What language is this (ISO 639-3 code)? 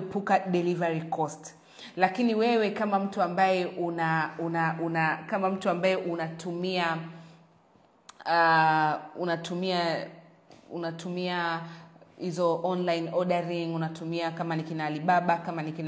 swa